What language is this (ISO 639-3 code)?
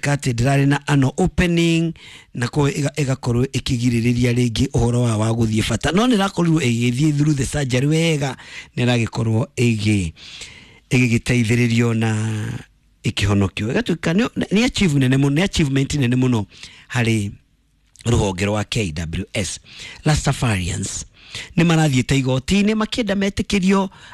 kik